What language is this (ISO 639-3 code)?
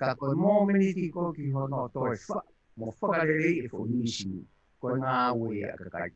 ton